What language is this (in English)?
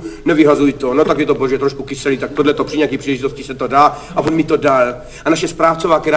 Czech